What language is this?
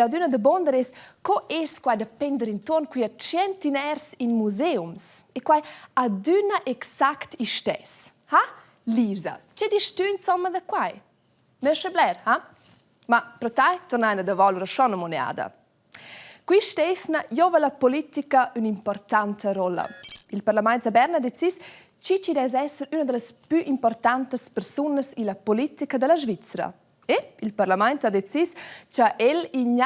Romansh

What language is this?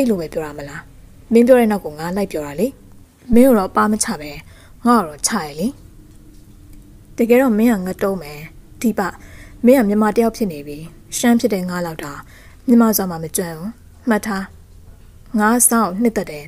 Burmese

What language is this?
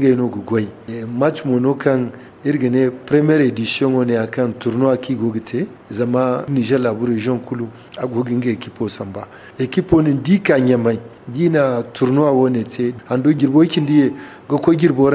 Zarma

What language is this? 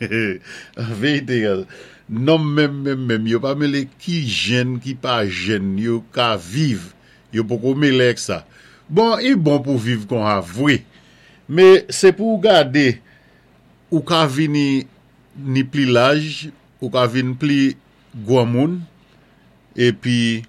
Saint Lucian Creole French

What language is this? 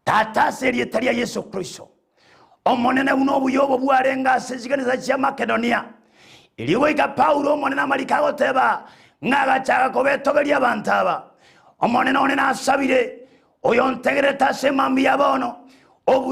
Gusii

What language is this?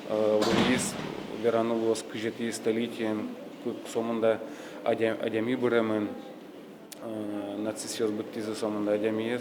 Udmurt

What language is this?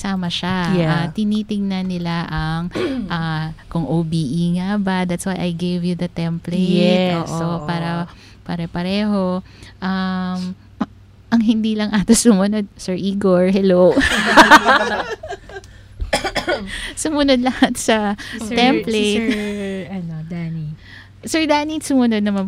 Filipino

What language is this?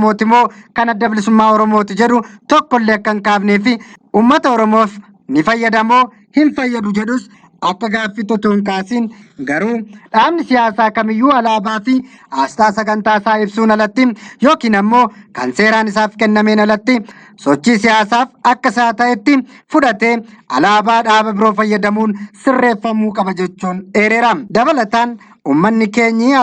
Oromo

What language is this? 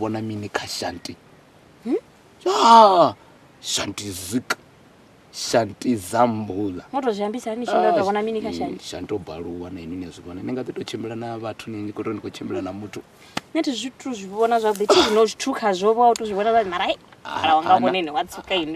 Venda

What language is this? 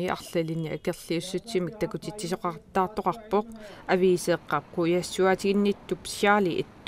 Kalaallisut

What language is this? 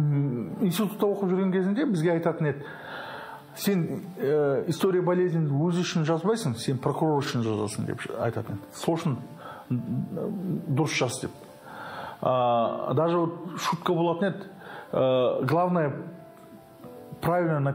Kazakh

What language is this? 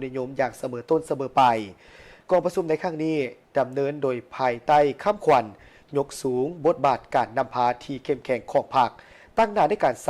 Lao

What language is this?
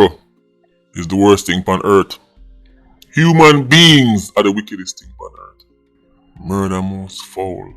Jamaican Creole English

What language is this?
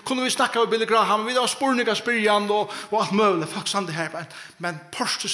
Faroese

